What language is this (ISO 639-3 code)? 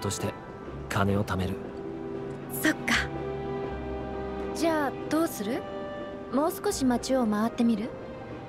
jpn